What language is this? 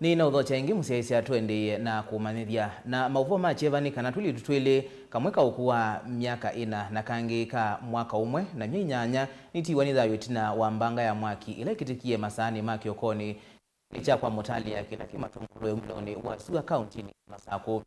Kamba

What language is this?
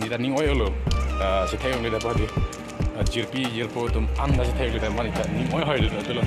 Karbi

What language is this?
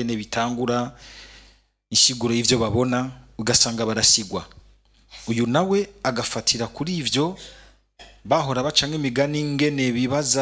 Rundi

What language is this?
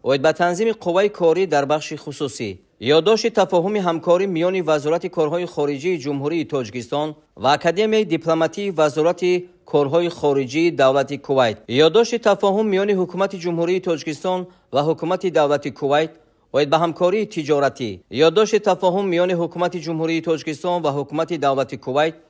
Tajik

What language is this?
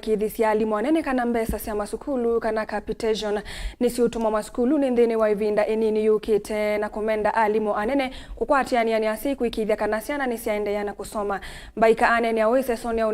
Kamba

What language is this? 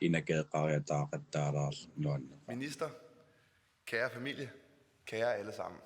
Kalaallisut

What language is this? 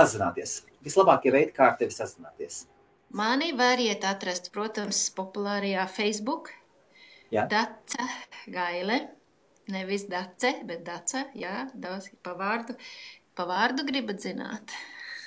Latvian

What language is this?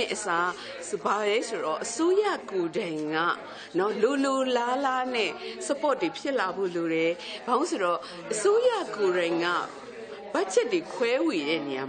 Burmese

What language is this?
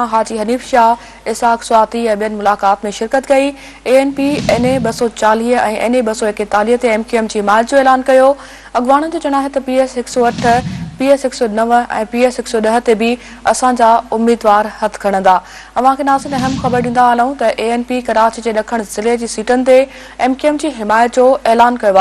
Sindhi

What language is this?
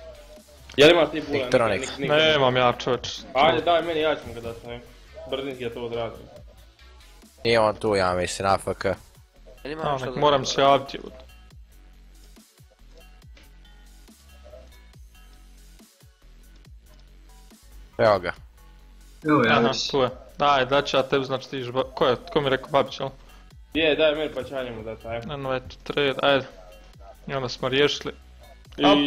Croatian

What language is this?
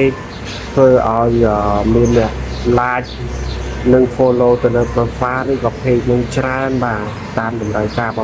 Khmer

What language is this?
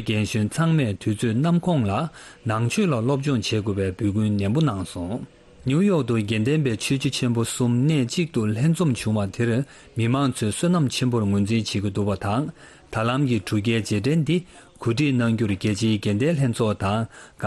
Tibetan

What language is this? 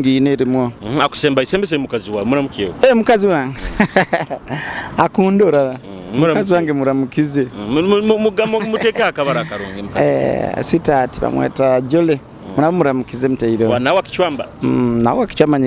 Nyoro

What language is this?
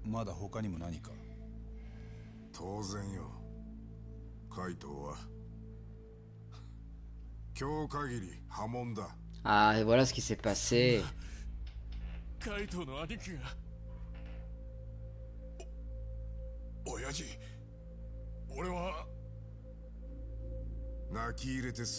French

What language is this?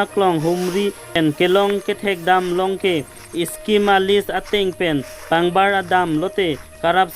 Karbi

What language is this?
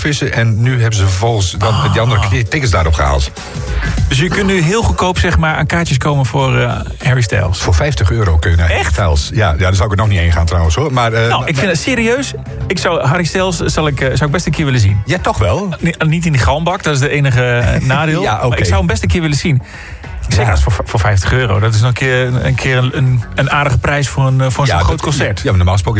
Dutch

